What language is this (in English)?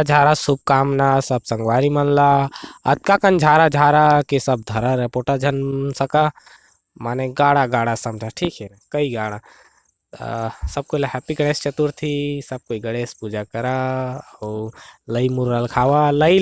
Chhattisgarhi